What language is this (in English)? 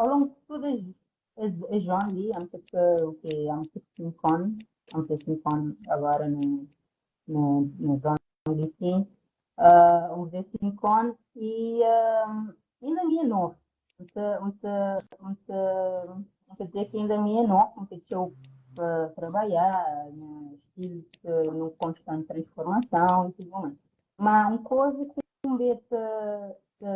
Kabuverdianu